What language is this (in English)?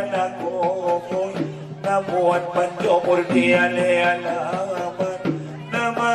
Batak Angkola